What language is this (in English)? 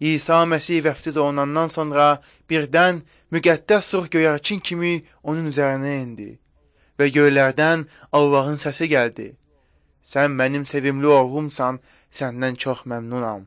Azerbaijani